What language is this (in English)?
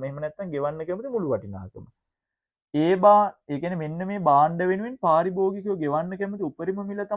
Sinhala